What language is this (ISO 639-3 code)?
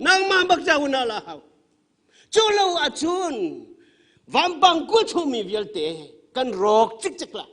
cnh